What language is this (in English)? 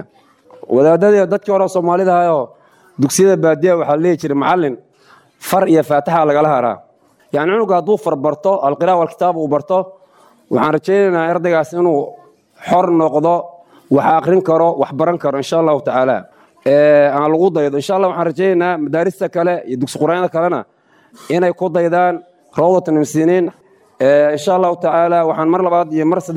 Somali